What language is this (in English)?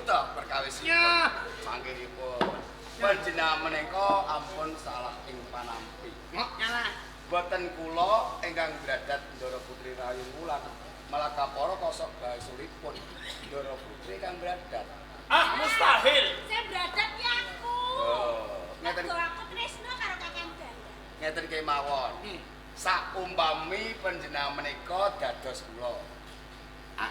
Javanese